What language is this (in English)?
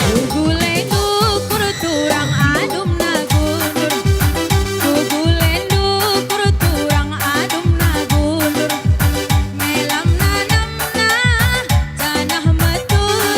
Batak Karo